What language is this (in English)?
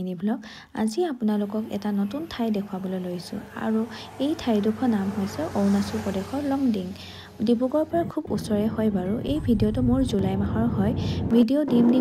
Assamese